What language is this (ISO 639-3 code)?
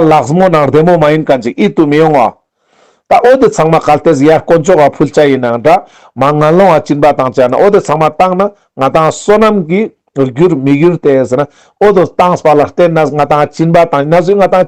lbj